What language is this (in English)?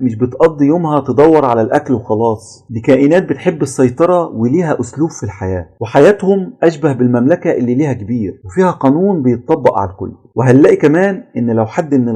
Egyptian Arabic